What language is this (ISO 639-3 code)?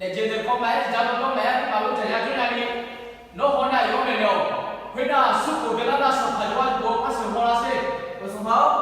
ahk